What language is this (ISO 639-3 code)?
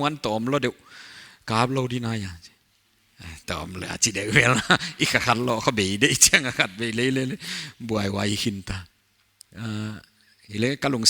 pck